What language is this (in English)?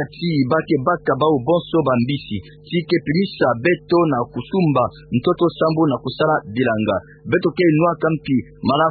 Kituba (Democratic Republic of Congo)